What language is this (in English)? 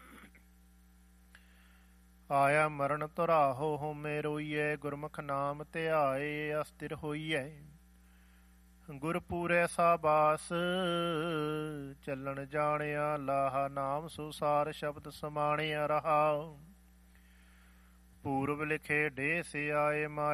Punjabi